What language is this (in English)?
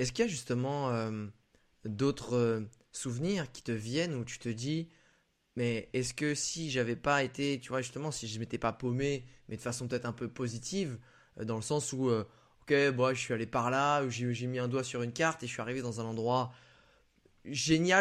French